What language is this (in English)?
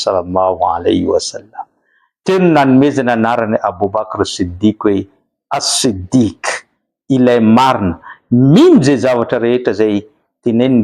Malagasy